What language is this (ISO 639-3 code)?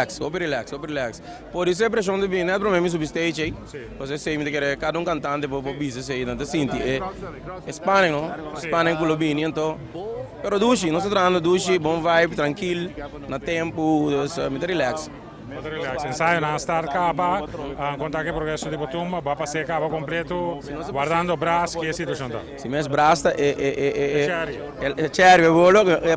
pap